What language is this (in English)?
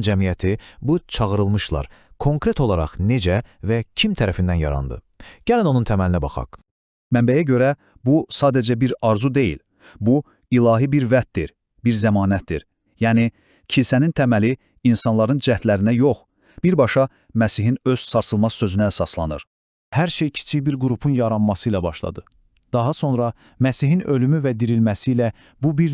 Azerbaijani